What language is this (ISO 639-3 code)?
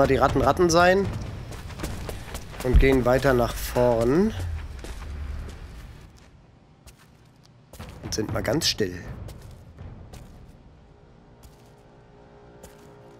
deu